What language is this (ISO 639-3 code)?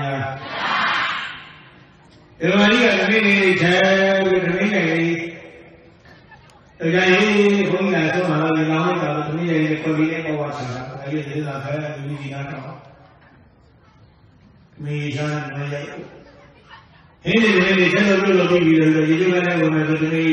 mya